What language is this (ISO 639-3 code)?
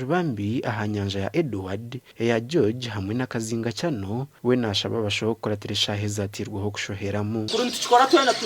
nyn